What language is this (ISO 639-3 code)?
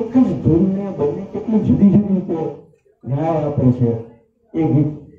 guj